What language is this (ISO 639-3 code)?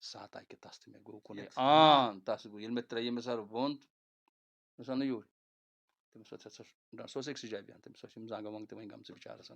kas